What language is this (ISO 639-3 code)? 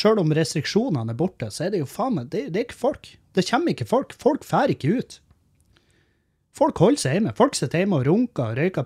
nor